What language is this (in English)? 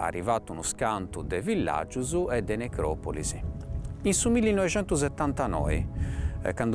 Sardinian